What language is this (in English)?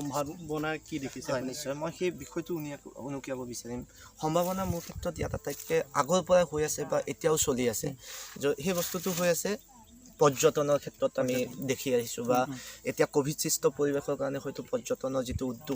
Assamese